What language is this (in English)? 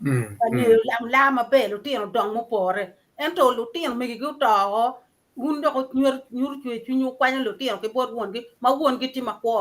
Acoli